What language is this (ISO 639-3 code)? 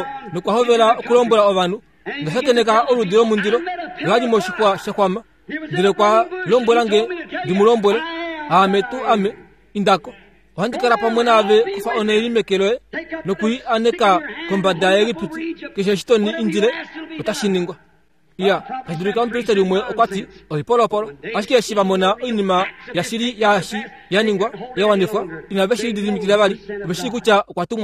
kua